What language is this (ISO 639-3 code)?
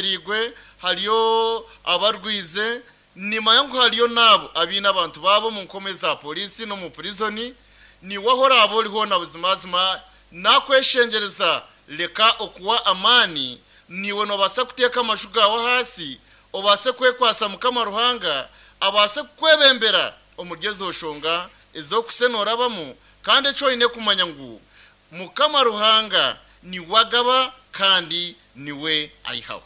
nyn